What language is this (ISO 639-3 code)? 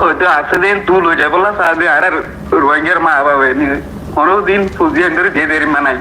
rhg